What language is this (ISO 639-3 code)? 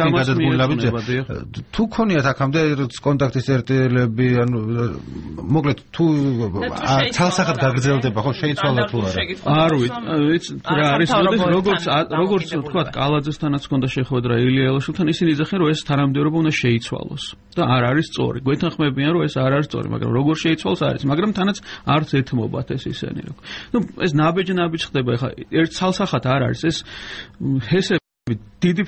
kat